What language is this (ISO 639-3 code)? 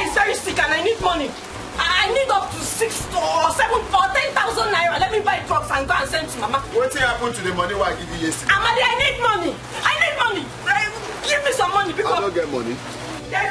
pcm